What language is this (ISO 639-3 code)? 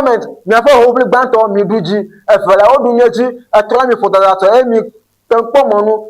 ewe